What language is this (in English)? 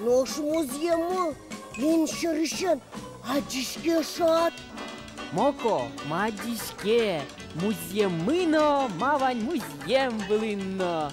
Udmurt